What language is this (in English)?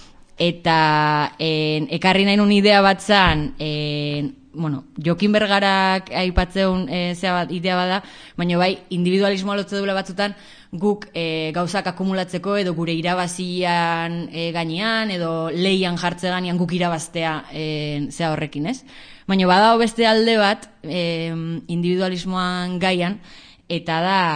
Basque